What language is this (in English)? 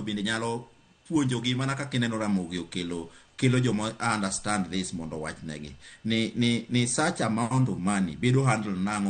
Luo (Kenya and Tanzania)